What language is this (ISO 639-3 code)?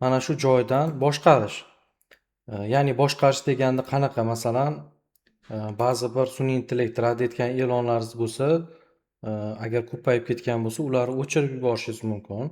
uzb